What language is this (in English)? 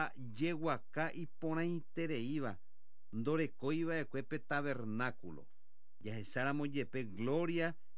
Guarani